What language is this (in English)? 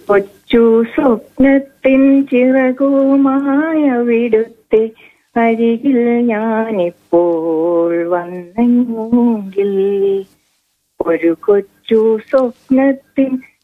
Malayalam